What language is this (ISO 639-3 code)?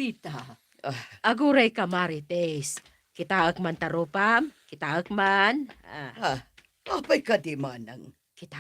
ilo